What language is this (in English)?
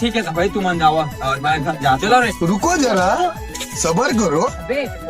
Chhattisgarhi